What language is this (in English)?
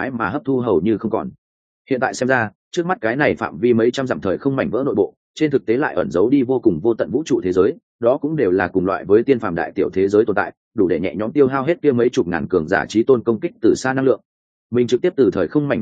Vietnamese